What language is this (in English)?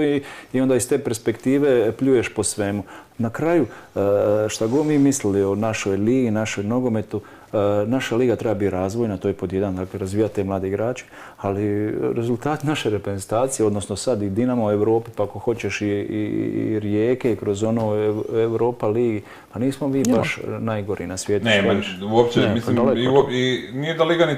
Croatian